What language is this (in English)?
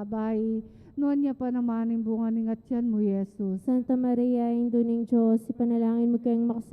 Pampanga